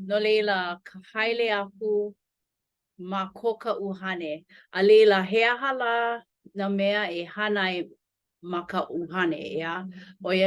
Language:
Hawaiian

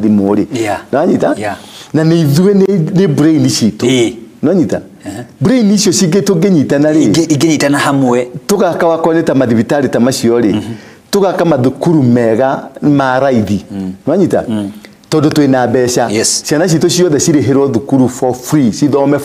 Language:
Kikuyu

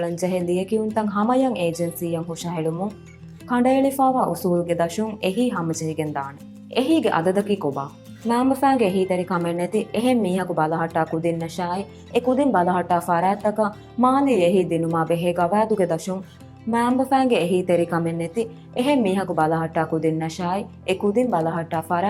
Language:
Divehi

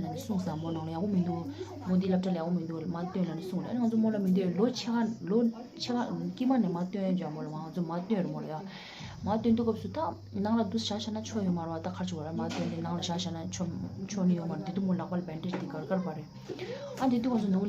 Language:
Tibetan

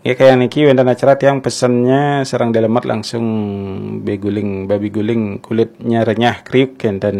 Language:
Balinese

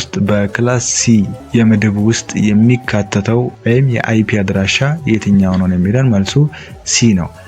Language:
Amharic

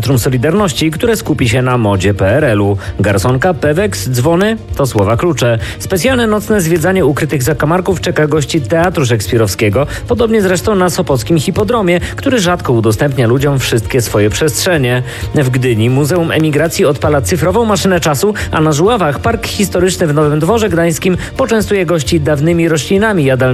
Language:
Polish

